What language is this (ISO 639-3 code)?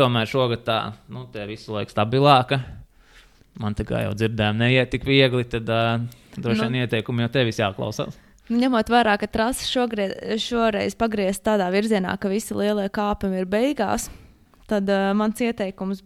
lav